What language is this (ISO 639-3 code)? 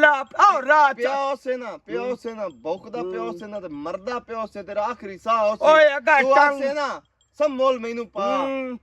lah